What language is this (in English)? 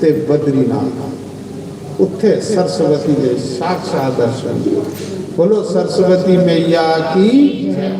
Dogri